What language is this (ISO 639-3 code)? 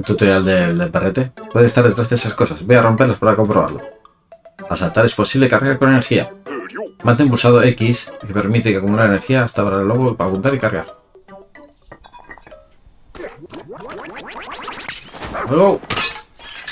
spa